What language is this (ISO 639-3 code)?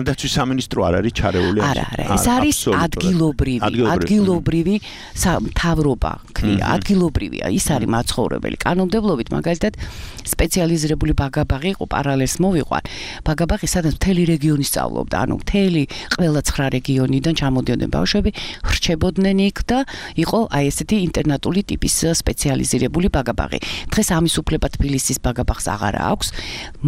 kat